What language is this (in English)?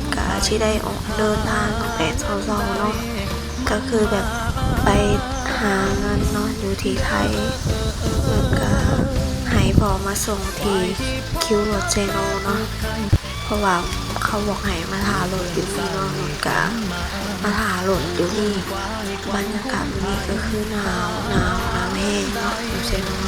Lao